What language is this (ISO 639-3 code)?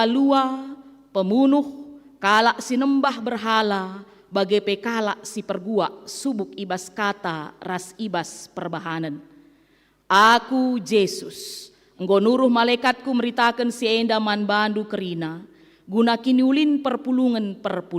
btx